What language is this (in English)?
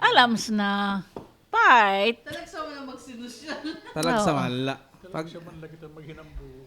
Waray